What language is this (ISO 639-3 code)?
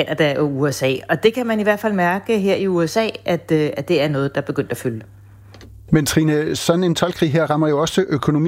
dan